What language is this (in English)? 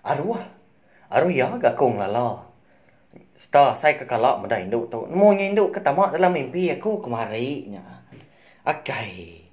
Iban